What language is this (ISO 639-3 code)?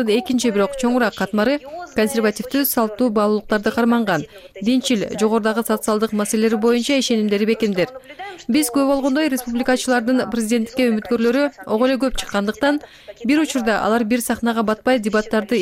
kir